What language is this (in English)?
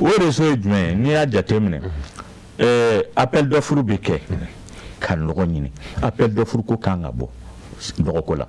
Bambara